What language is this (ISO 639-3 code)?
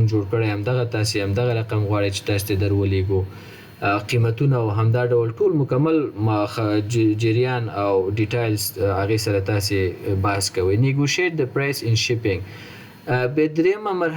pus